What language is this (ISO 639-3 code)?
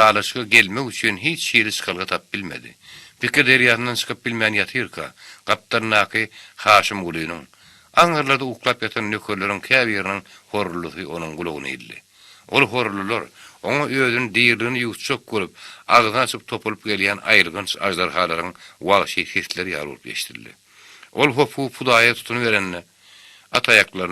tuk